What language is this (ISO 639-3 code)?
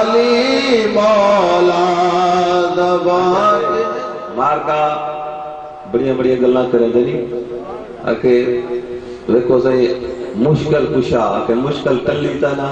skr